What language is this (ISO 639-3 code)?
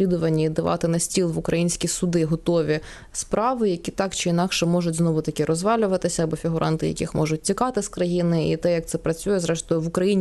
ukr